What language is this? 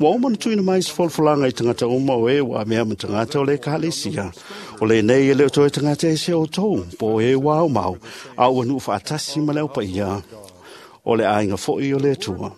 Samoan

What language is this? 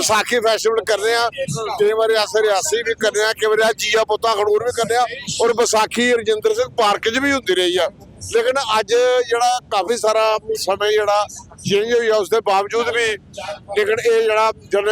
Dogri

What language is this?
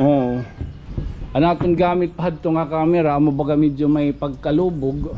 Waray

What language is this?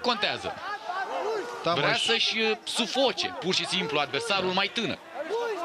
Romanian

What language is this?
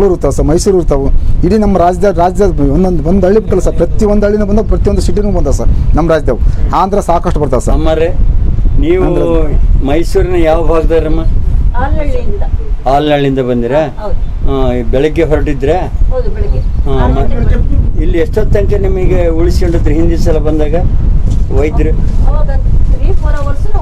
Kannada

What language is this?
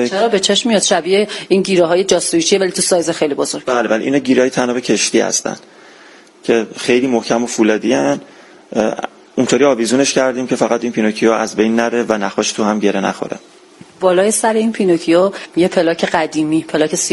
Persian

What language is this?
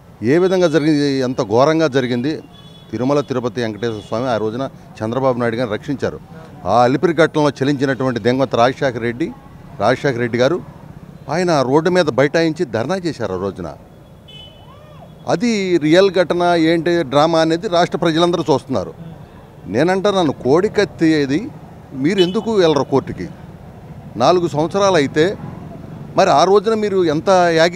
Telugu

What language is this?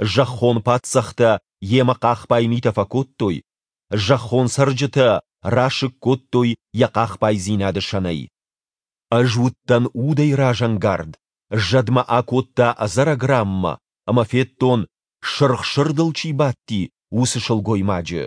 Ossetic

